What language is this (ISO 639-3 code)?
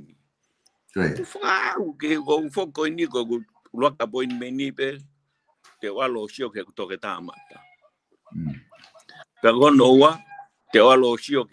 ton